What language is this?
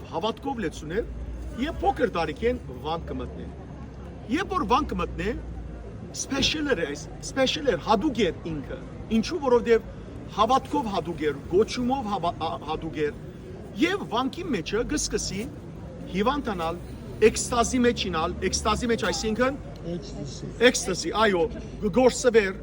Western Armenian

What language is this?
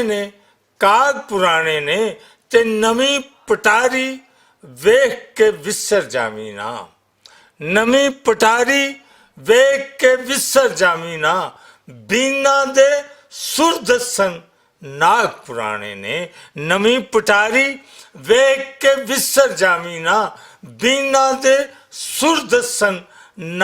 Western Panjabi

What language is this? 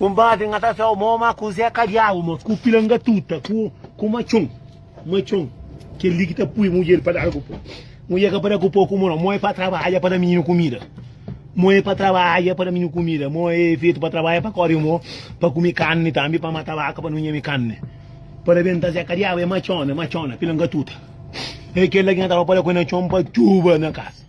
Kabuverdianu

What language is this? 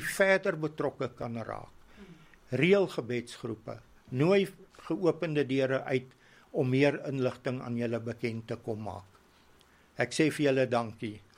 Afrikaans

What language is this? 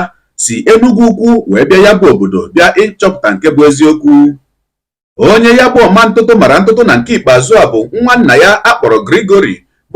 Igbo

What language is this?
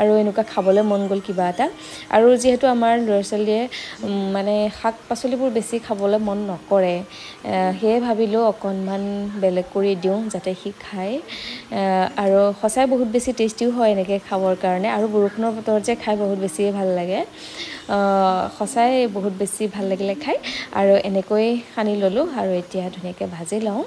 Assamese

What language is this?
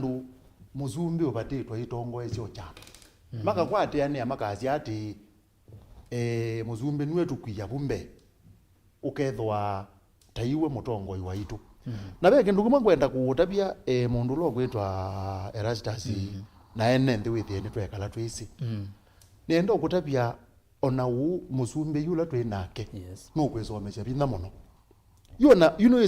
Kamba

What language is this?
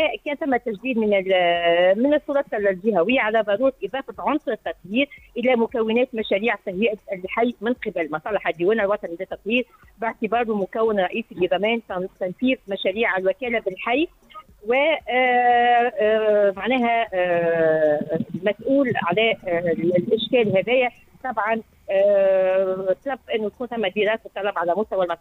Tunisian Arabic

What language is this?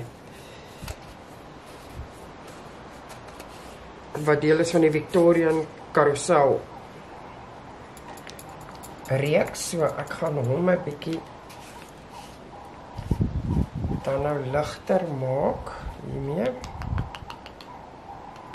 Afrikaans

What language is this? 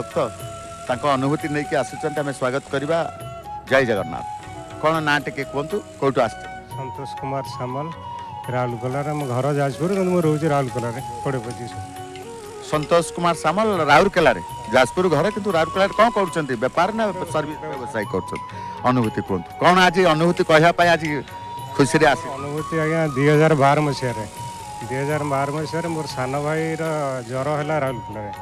Odia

